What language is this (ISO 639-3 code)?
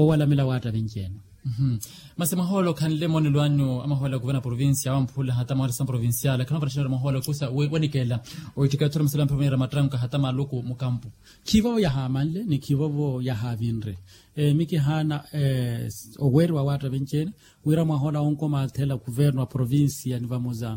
vmw